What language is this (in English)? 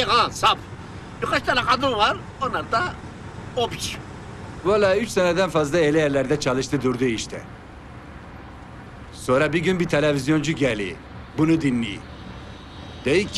Turkish